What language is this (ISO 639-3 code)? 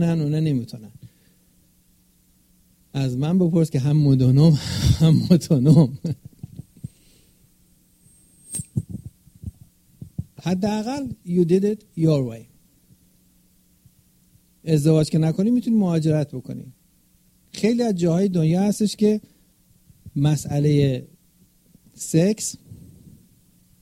fas